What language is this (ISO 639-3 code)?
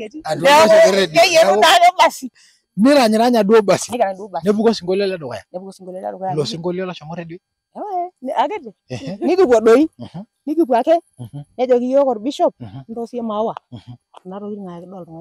mas